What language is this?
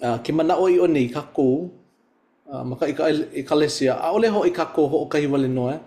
Hawaiian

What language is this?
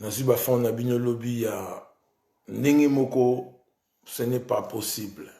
Lingala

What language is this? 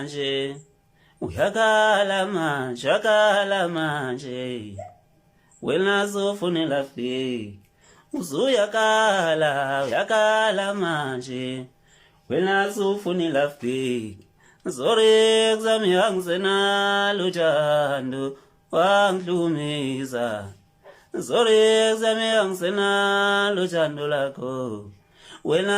Zulu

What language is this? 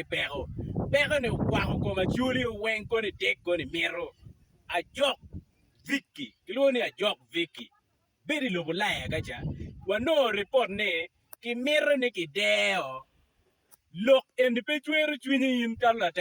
Acoli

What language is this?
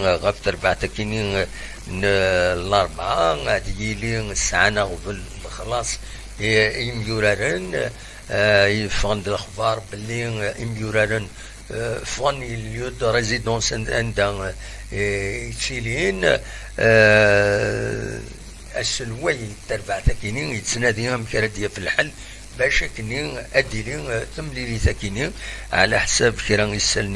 Kabyle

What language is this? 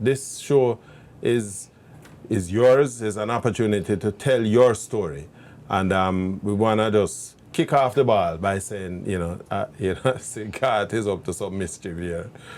Jamaican Creole English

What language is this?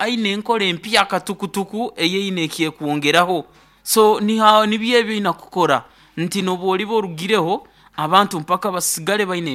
Nyoro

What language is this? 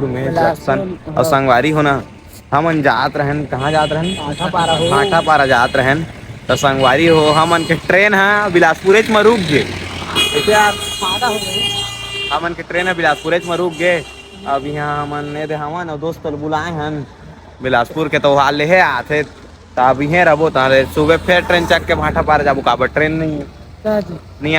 Chhattisgarhi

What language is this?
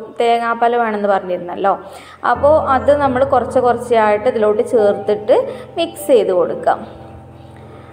Malayalam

